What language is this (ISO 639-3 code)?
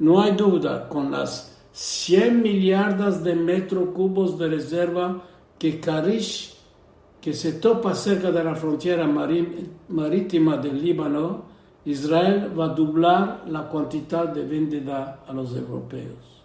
lad